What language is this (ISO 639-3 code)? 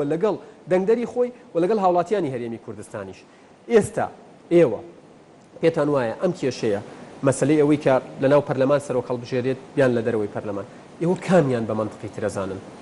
ckb